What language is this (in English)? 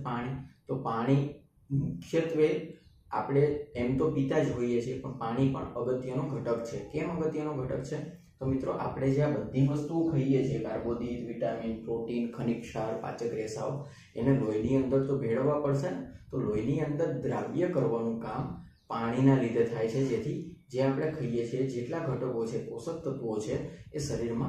Gujarati